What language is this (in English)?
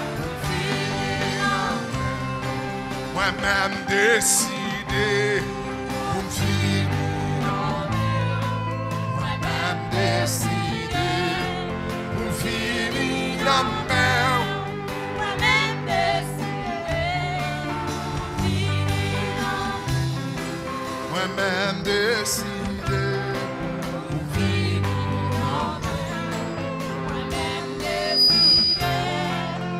French